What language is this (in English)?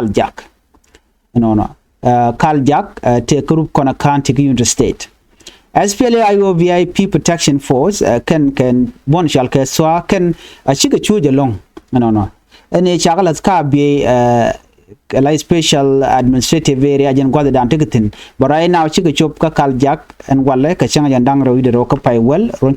Nuer